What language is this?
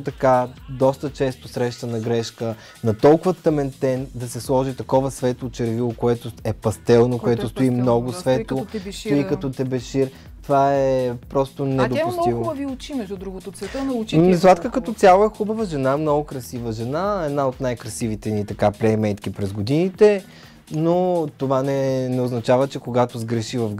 Bulgarian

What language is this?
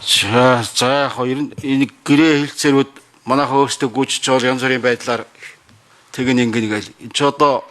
Mongolian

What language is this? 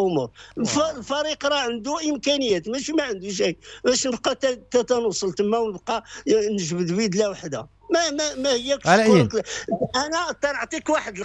Moroccan Arabic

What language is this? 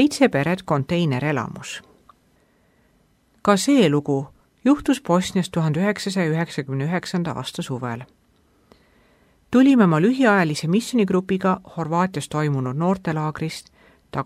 Estonian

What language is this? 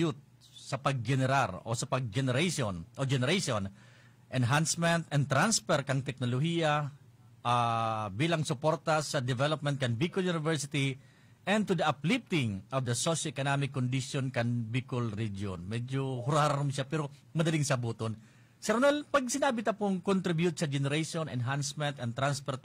Bikol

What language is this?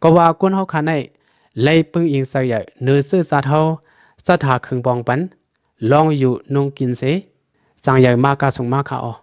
Shan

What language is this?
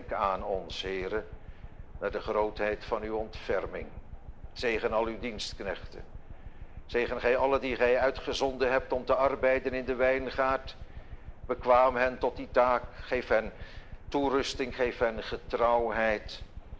Dutch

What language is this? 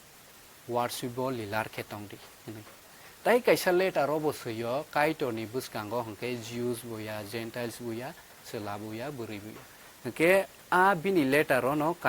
Kok Borok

